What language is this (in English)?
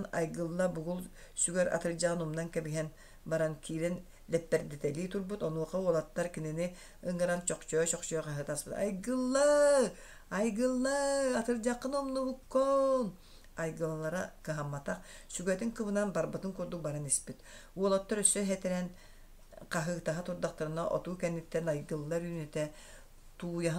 Yakut